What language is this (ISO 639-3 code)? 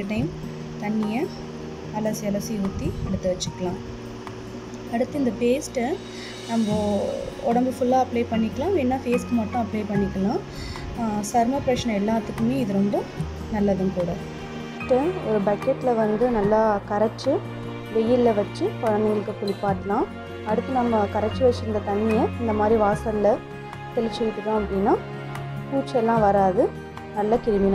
tam